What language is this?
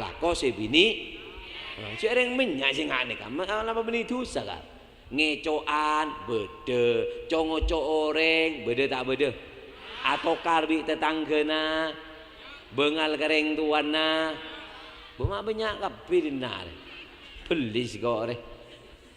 Madurese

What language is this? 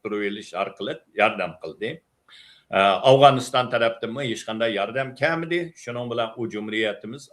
Uyghur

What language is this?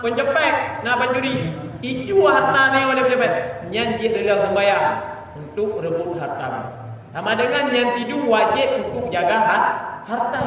Achinese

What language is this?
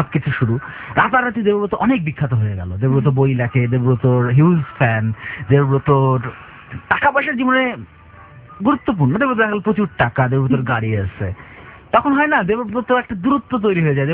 Bangla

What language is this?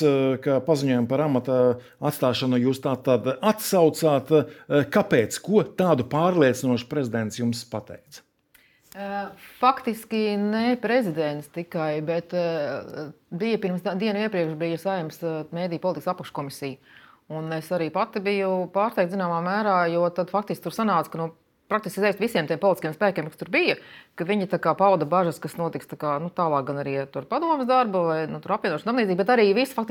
Latvian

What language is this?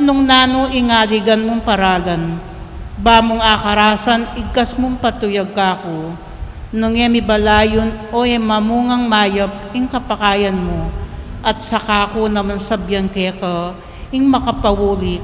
Pampanga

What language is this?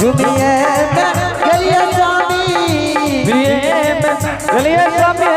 Angika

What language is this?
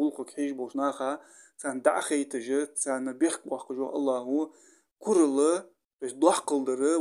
Ingush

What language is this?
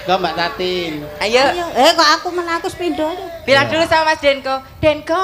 Javanese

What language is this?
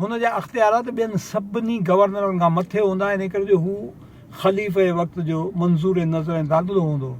Sindhi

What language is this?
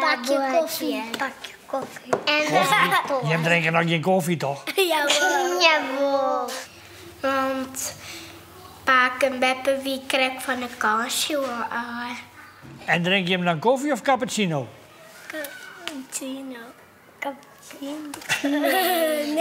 Western Frisian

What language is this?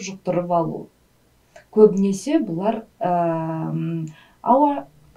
Kazakh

